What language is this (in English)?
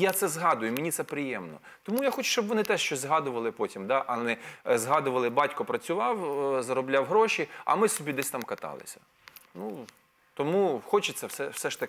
Ukrainian